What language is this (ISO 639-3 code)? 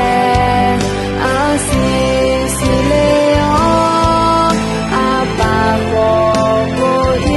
ahk